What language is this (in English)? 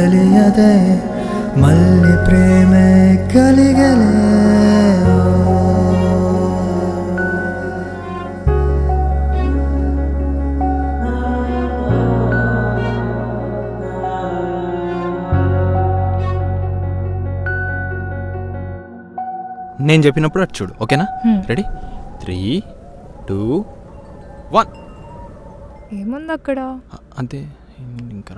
Telugu